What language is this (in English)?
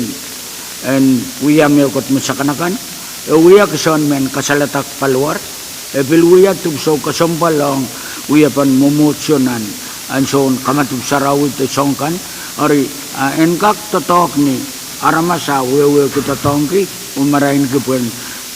Pohnpeian